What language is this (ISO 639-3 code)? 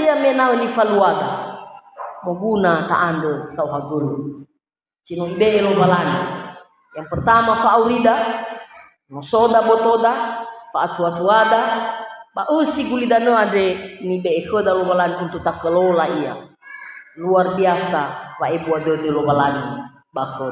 nia